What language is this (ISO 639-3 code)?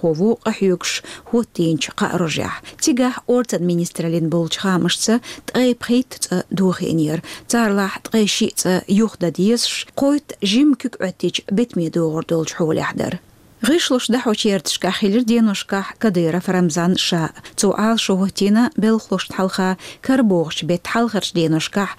che